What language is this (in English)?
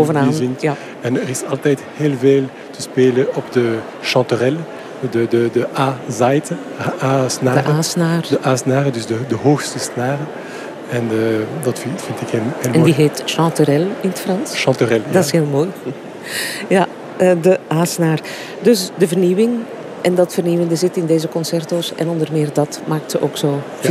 Dutch